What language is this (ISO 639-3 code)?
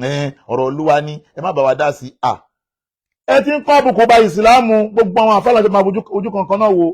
yor